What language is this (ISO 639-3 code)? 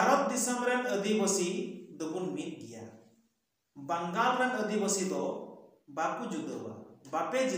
sat